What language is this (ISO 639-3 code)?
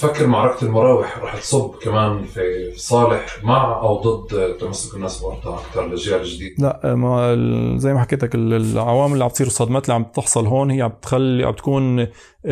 apc